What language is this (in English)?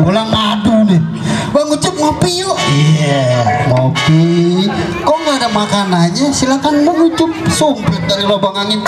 Betawi